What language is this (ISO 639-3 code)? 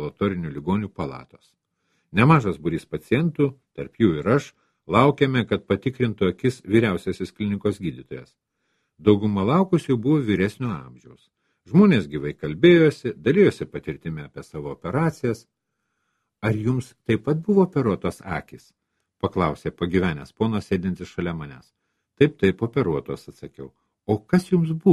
lit